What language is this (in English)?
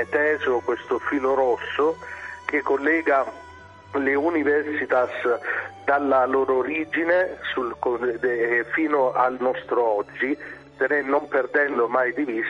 Italian